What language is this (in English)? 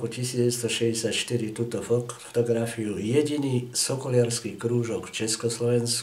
Slovak